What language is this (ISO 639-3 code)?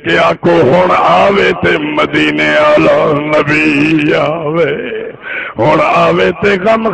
skr